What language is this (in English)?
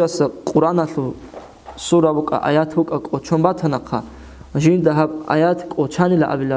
Avaric